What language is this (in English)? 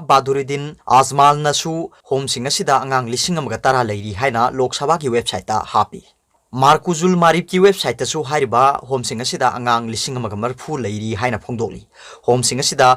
Manipuri